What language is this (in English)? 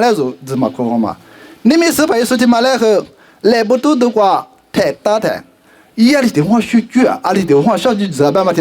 Lisu